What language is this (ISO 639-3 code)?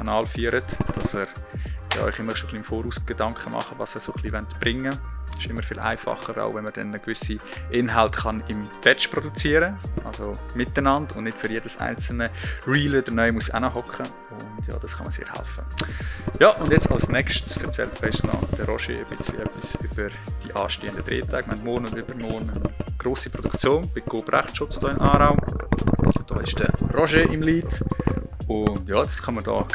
gsw